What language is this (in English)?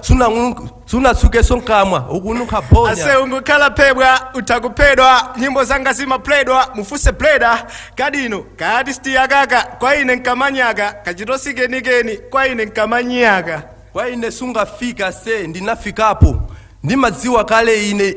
Nyanja